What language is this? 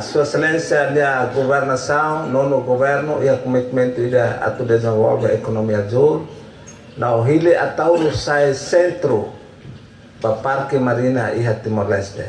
Tetum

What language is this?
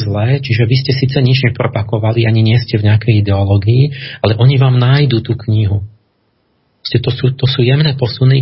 Slovak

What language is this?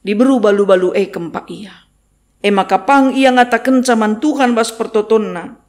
Batak Karo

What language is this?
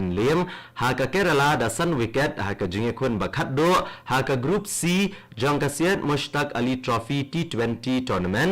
Khasi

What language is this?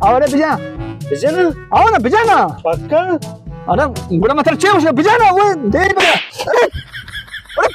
Baluchi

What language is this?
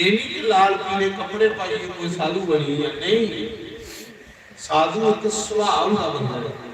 Dogri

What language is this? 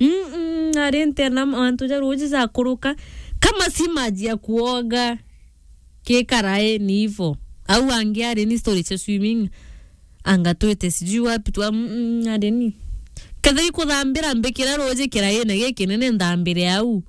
Meru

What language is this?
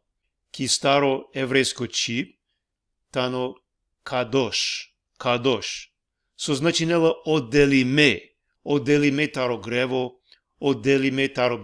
Balkan Romani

